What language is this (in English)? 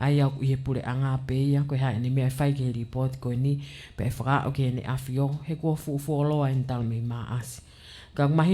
Tongan